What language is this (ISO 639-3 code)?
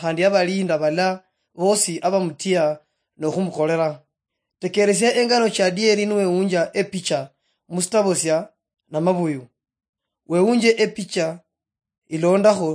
luy